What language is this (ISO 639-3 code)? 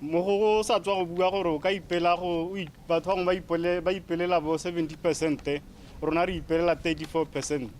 tsn